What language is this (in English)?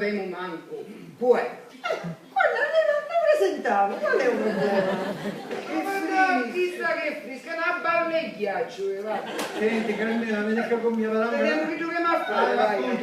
Sicilian